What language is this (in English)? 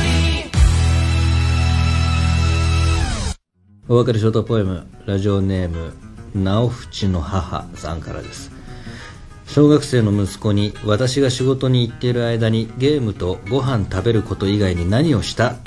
Japanese